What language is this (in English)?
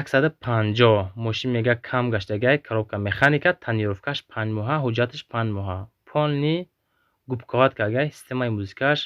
Tajik